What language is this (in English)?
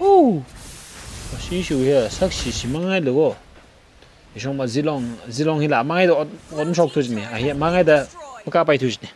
Tangkhul Naga (India)